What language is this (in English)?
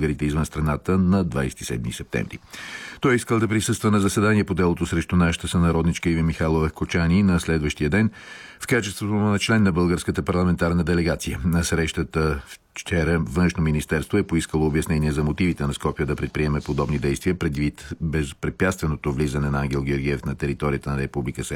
Bulgarian